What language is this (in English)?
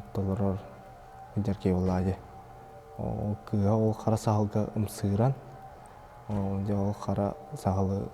Yakut